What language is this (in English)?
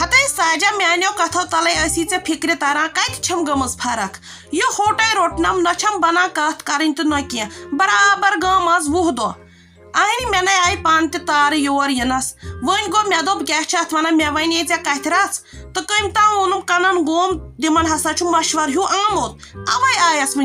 Kashmiri